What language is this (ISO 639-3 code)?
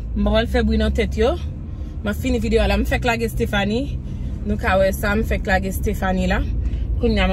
hat